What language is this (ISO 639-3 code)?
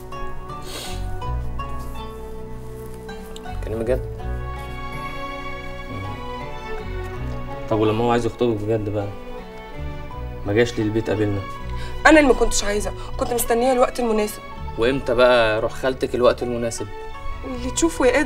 arz